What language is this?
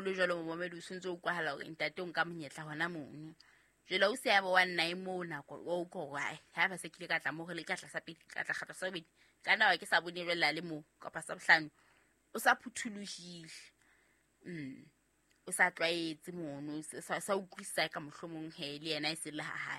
Southern Sotho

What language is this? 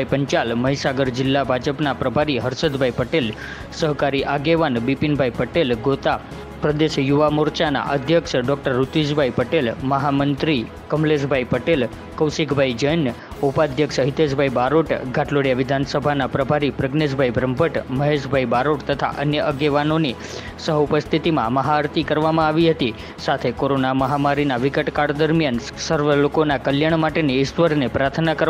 Gujarati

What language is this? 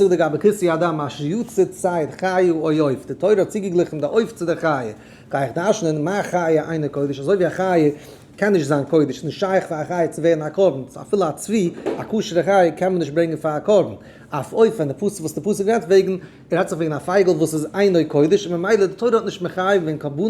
Yiddish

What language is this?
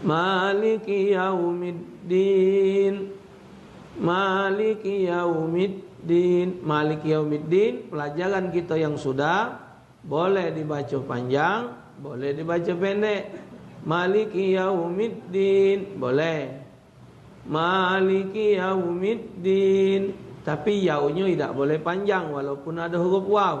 Musi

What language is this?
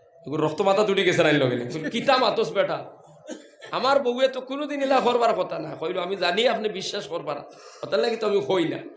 Sylheti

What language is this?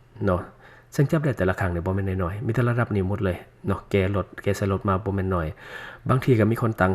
Lao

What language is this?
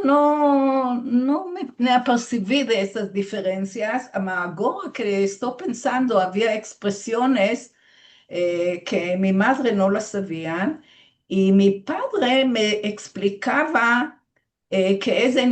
Ladino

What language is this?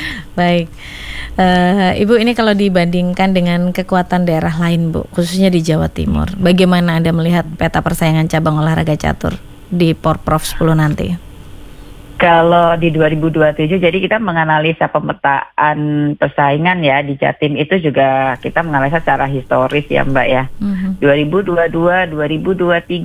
Indonesian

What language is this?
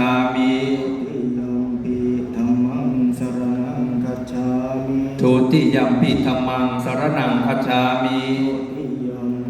Pali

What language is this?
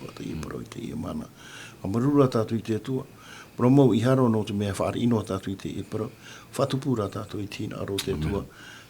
Tahitian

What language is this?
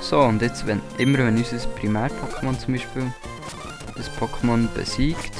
Swiss German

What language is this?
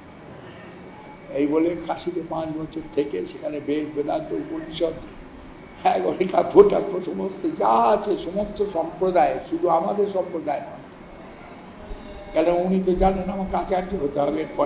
Bangla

